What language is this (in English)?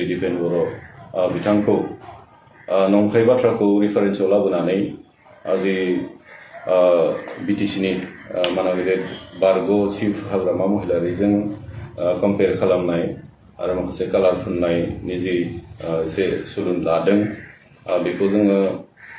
Bodo